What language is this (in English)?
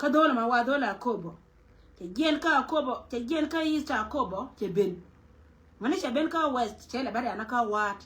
Nuer